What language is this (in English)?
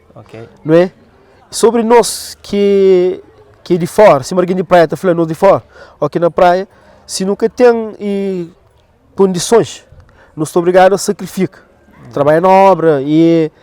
Kabuverdianu